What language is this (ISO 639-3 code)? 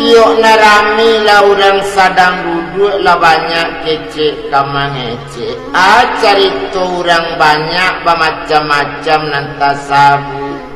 min